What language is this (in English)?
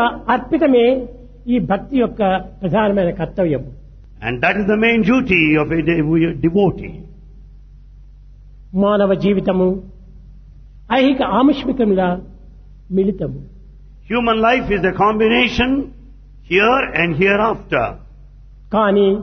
Telugu